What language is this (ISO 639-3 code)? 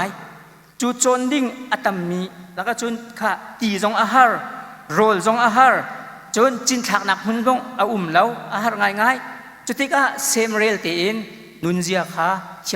cnh